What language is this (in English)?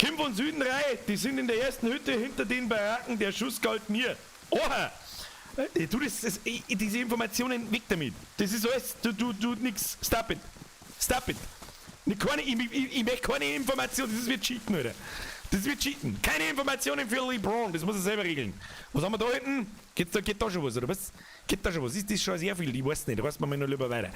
Bavarian